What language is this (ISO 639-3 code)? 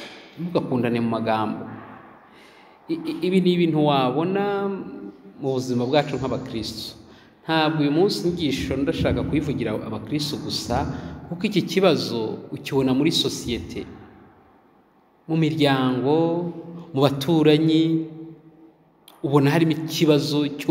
kin